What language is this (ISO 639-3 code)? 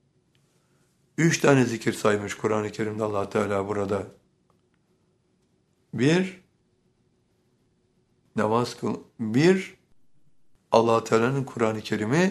tur